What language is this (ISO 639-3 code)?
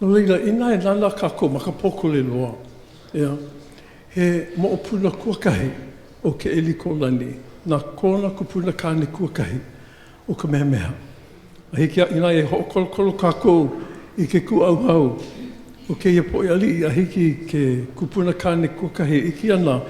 haw